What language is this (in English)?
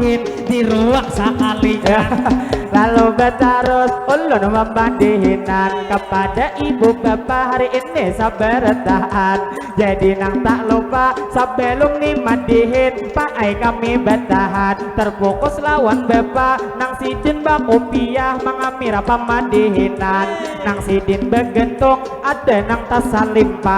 Banjar